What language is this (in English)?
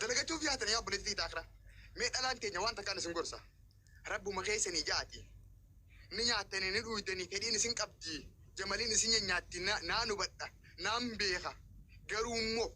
Oromo